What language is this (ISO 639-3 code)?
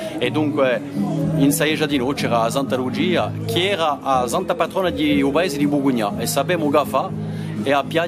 cos